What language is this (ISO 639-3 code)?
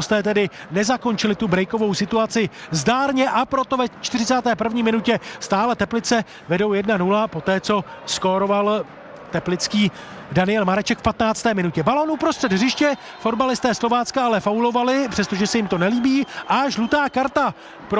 ces